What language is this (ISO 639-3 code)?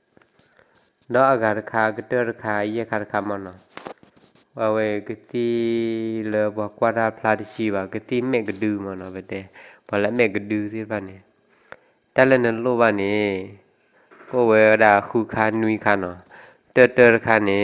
ksw